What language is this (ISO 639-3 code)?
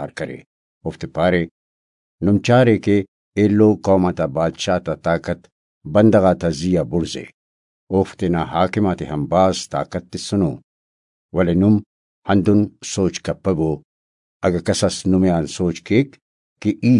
brh